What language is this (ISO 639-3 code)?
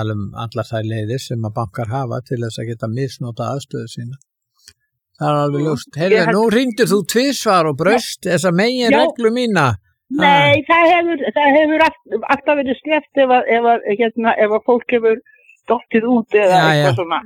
isl